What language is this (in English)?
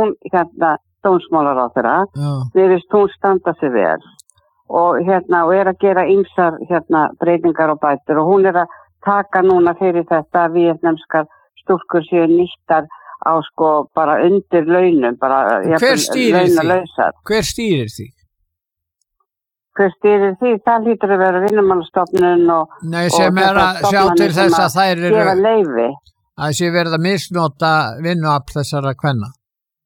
Icelandic